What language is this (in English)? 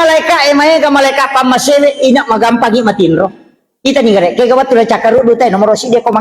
Buginese